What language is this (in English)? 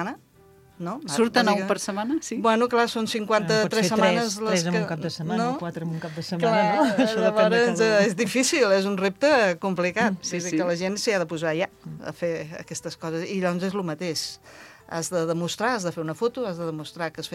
Catalan